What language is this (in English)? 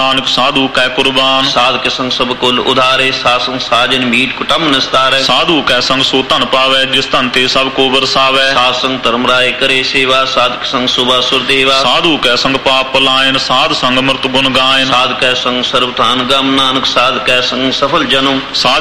Punjabi